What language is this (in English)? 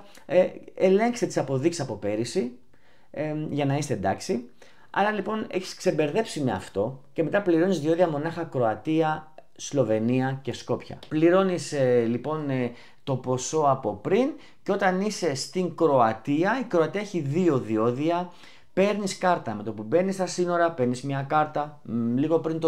Greek